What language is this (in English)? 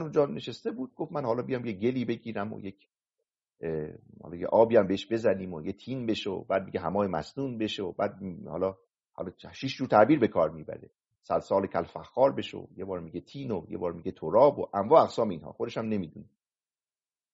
Persian